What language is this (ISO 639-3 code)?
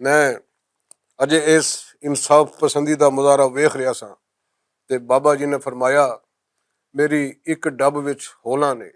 lah